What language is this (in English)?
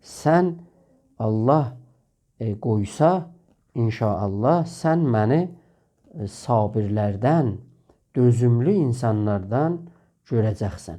South Azerbaijani